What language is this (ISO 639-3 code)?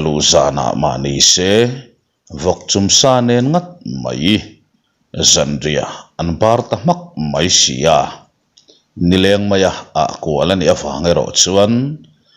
lus